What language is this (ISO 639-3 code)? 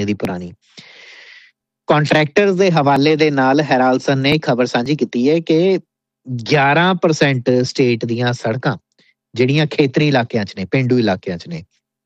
pan